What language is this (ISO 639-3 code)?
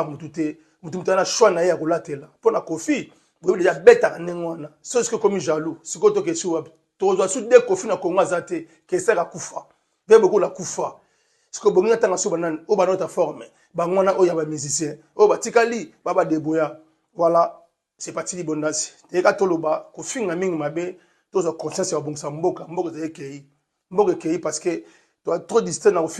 lin